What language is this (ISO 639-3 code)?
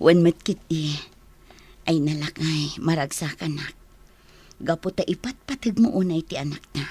ilo